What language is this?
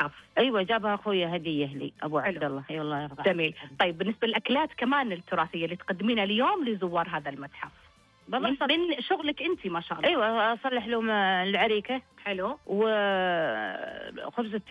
Najdi Arabic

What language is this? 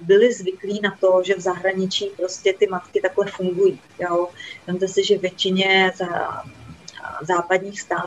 Czech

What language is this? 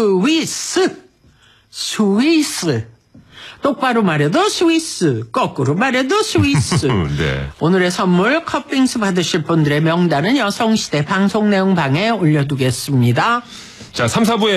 Korean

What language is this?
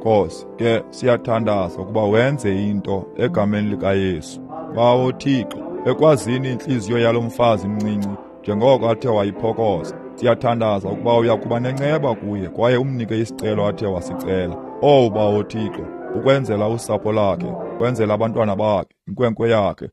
Xhosa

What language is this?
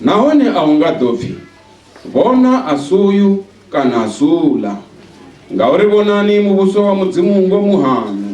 Venda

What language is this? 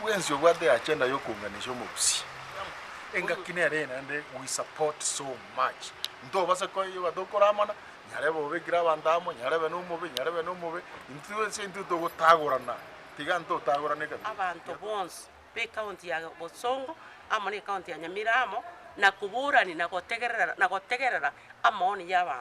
Gusii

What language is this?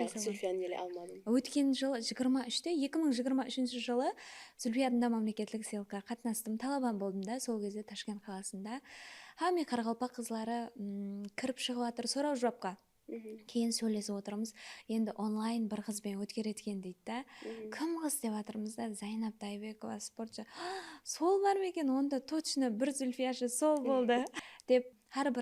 Kara-Kalpak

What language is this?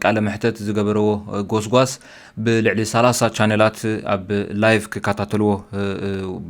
Tigrinya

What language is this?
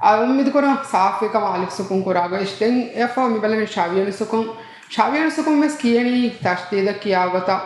Divehi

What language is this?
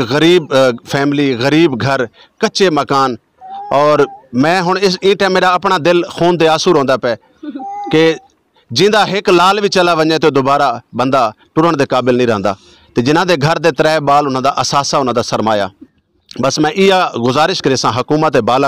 Saraiki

